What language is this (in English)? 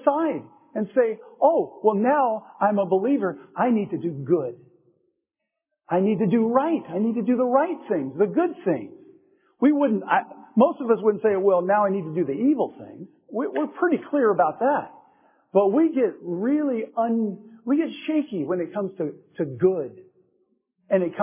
English